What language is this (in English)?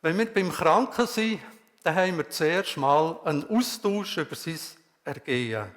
Swiss German